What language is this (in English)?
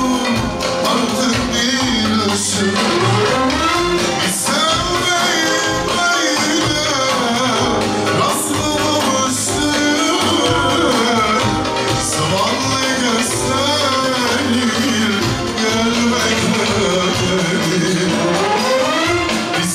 Turkish